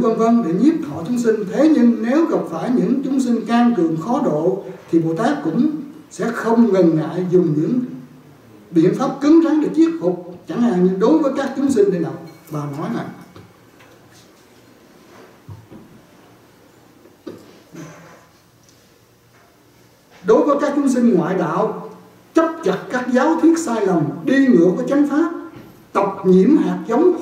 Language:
Vietnamese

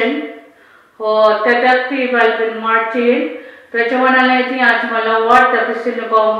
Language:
Pohnpeian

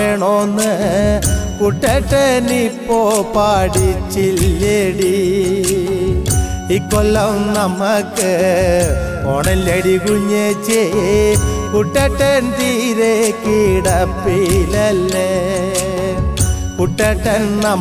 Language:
Malayalam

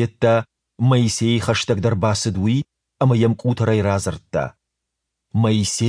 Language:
Ossetic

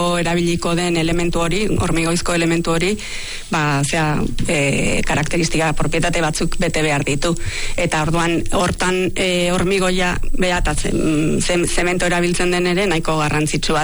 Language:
Basque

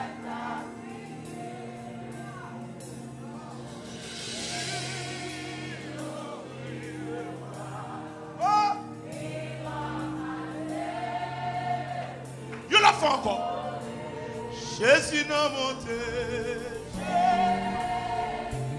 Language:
French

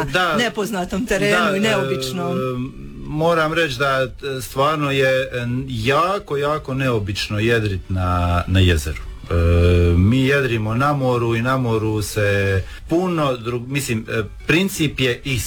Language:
Croatian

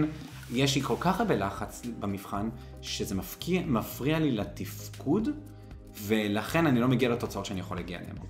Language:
Hebrew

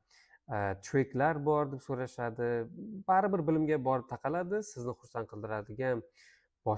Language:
Uzbek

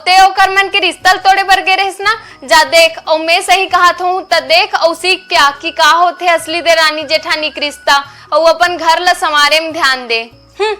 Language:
Chhattisgarhi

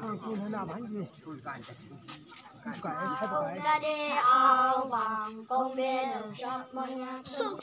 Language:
Chang Naga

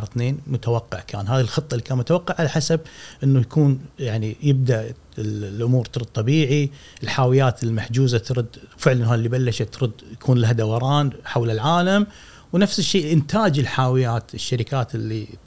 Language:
Gulf Arabic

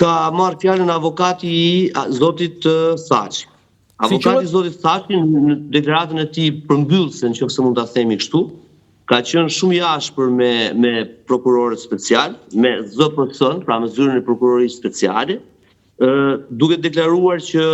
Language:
Albanian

